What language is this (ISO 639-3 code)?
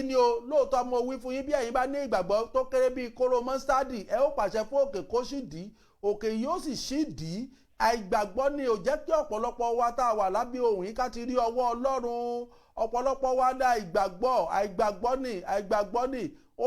yor